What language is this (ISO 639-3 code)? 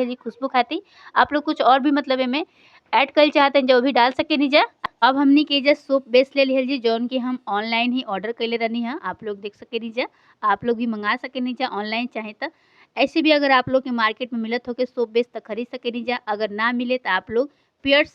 bho